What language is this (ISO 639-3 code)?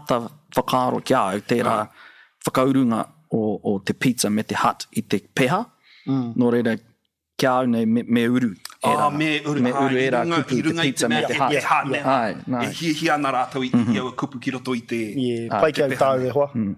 mri